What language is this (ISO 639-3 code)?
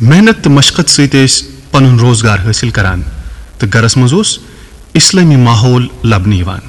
kas